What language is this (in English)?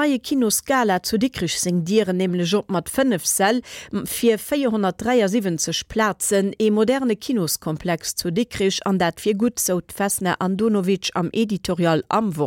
Luxembourgish